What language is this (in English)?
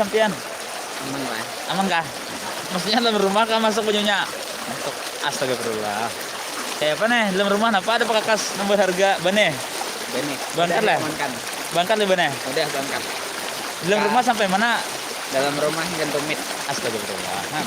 Banjar